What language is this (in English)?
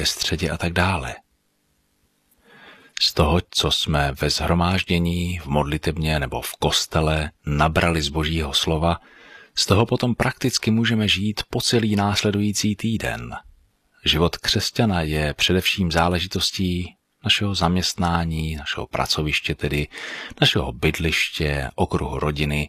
Czech